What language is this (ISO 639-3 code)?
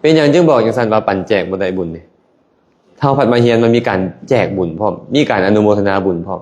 lao